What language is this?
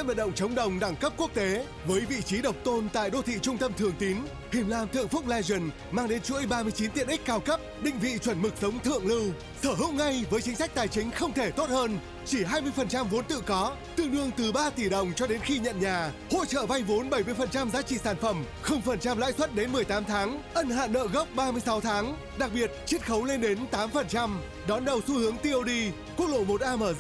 Vietnamese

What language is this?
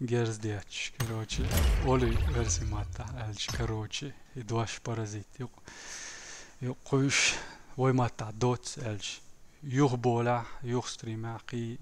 Chechen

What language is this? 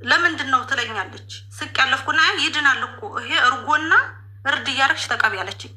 Amharic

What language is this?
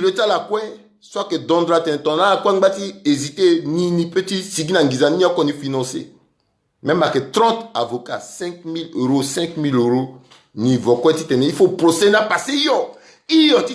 Sango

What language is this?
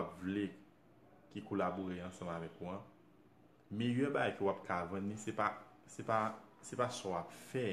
Haitian Creole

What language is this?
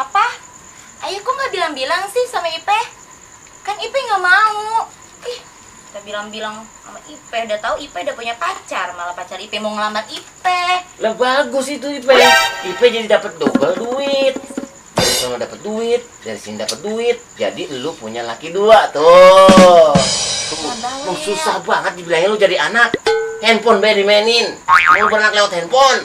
Betawi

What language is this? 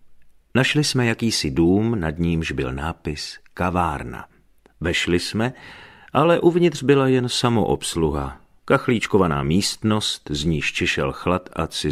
Czech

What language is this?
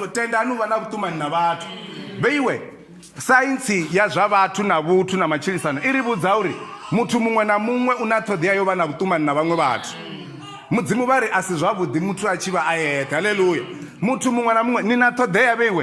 Venda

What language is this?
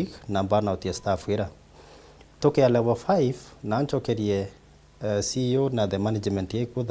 Meru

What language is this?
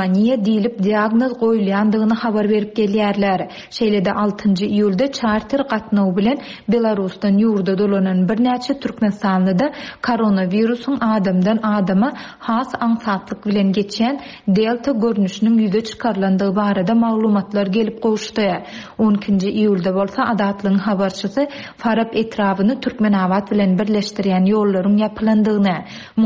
Turkmen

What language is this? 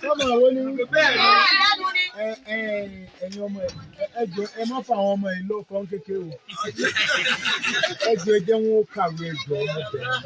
Yoruba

